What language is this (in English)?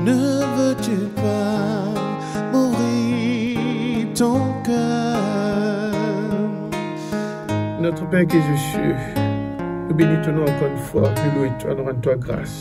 Morisyen